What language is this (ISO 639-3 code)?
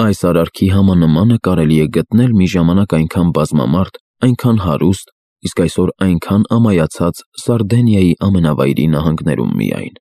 hye